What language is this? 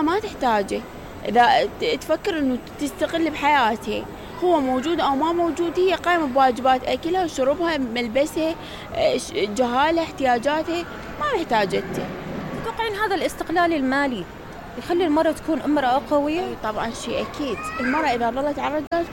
Mesopotamian Arabic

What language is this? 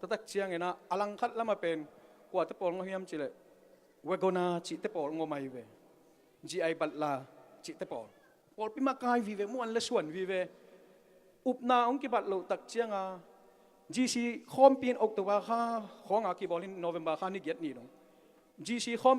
Tedim Chin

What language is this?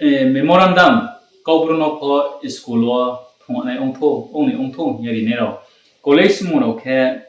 Riang (India)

